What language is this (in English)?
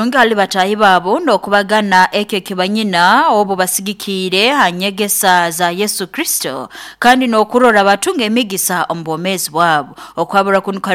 Nyoro